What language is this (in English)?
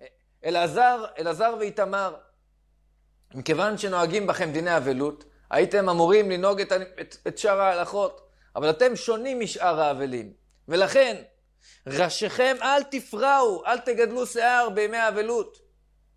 Hebrew